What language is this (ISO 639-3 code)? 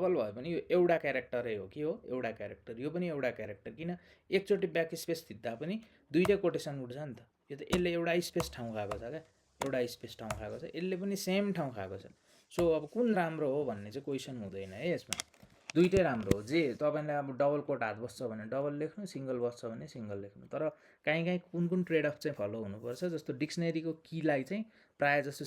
nep